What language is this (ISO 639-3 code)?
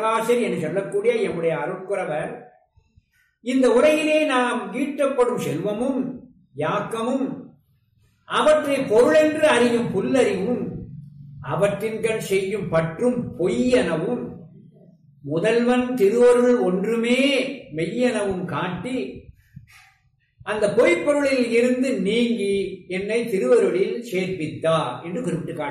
tam